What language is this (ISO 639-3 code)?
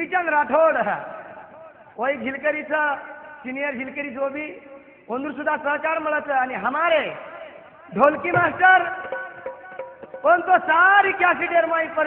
lmn